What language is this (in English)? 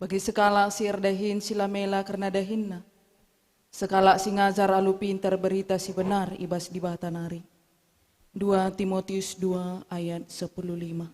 Batak Karo